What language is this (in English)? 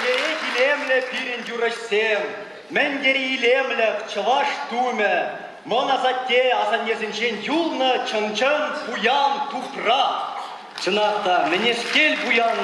Chuvash